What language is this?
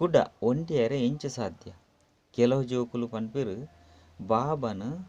Tulu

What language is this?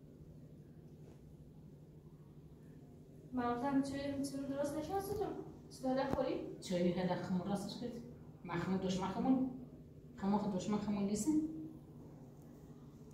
Persian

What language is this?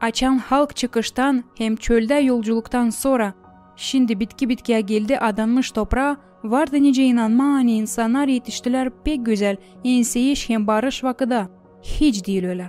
Gagauz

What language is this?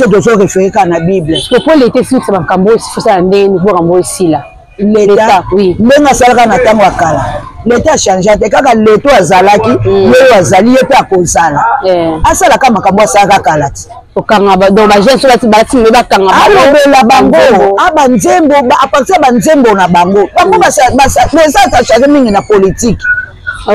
Lingala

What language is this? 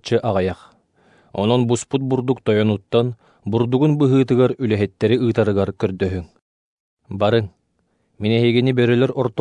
Yakut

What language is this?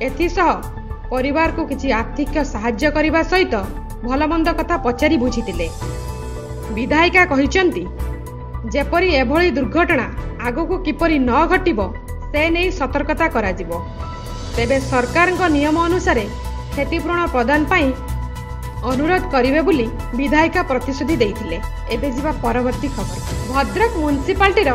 Odia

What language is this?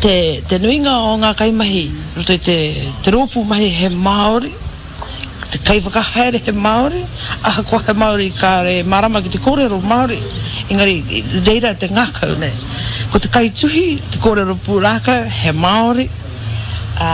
Māori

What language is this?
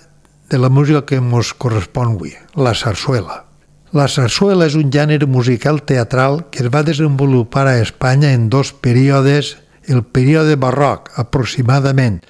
Catalan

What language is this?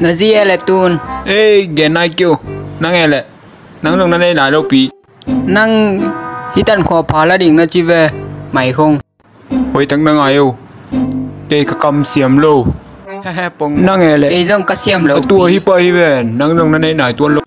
Tedim Chin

